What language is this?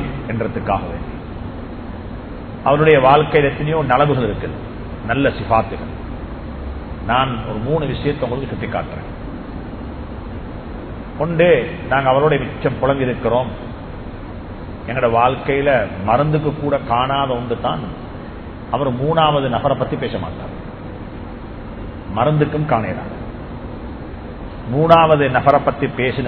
Tamil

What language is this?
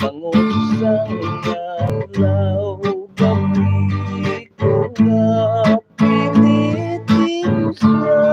Hiligaynon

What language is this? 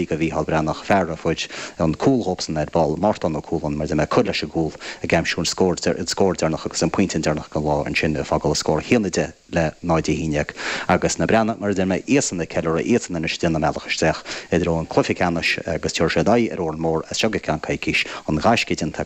Irish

